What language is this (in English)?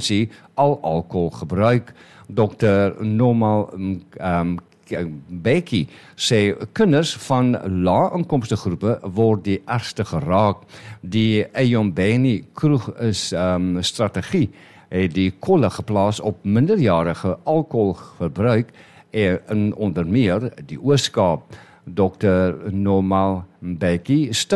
Afrikaans